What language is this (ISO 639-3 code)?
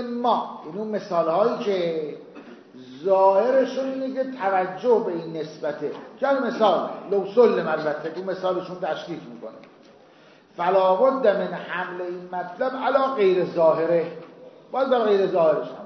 fas